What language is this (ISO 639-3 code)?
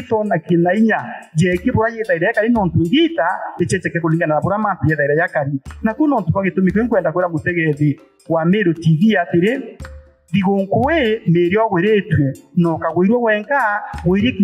mer